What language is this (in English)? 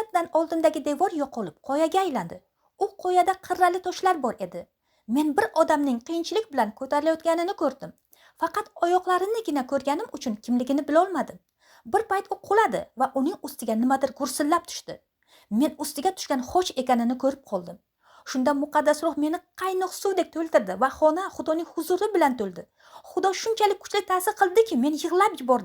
Uzbek